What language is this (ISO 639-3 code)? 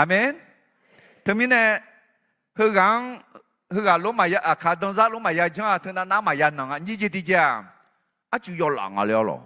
ahk